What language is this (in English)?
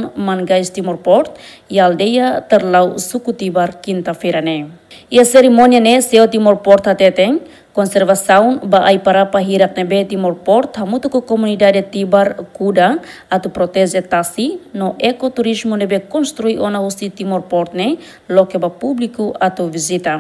Tetum